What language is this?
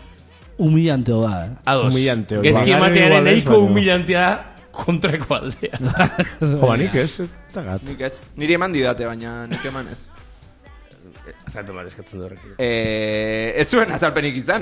Basque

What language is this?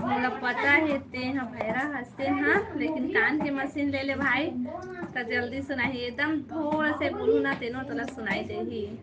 Chhattisgarhi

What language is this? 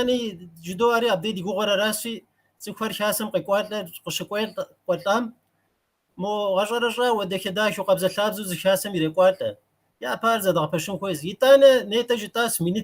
Kabardian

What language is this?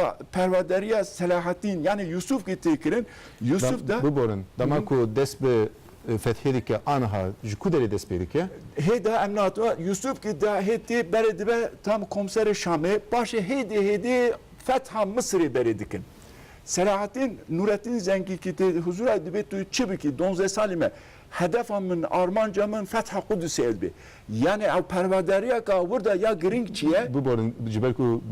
Kurdish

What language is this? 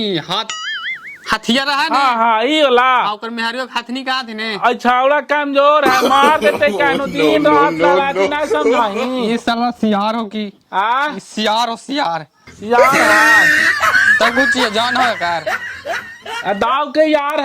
Magahi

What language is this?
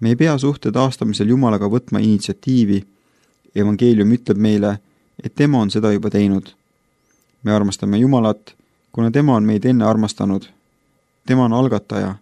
Estonian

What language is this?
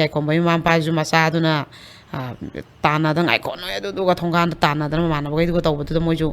Manipuri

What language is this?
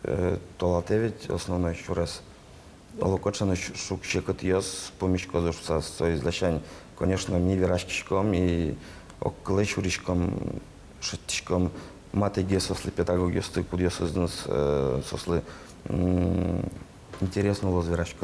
Udmurt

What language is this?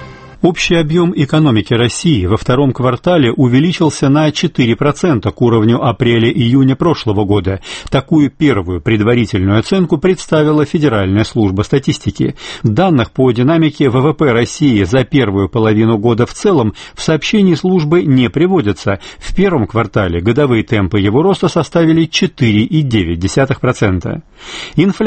Russian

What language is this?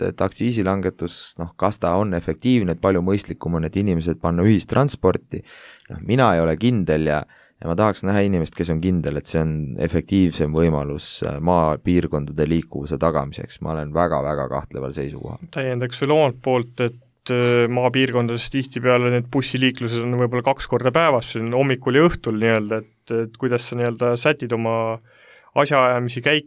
Estonian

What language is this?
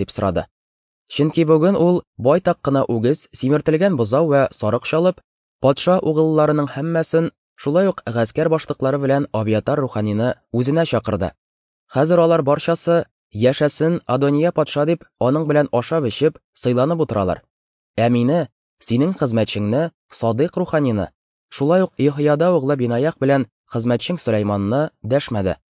Tatar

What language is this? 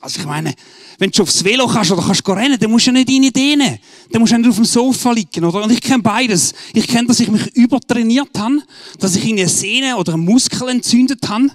Swiss German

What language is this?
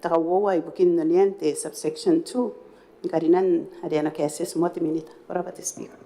Gilbertese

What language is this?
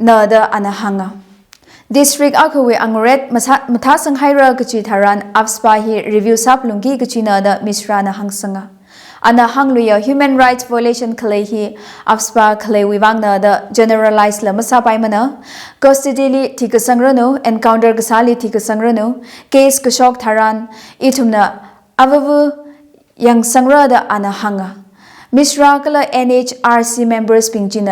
Tangkhul Naga (India)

